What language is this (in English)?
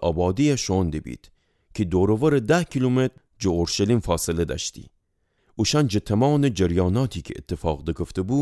Gilaki